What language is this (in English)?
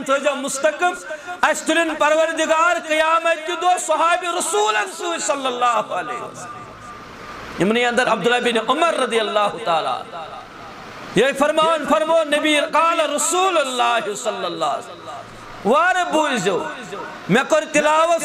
Kashmiri